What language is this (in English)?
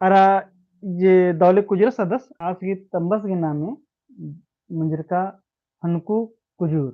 Kurukh